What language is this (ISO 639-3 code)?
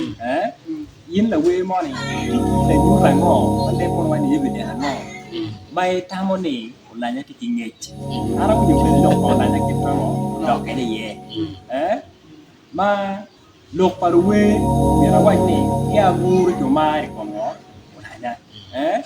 ach